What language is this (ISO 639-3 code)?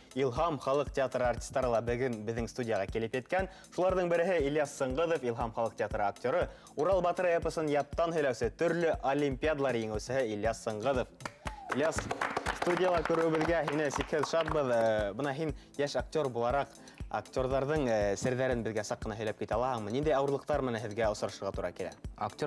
bak